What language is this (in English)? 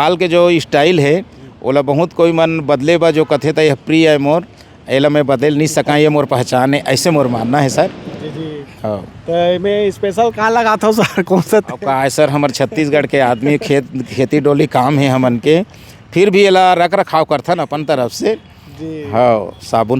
Chhattisgarhi